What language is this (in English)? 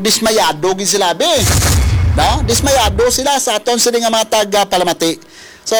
Hiligaynon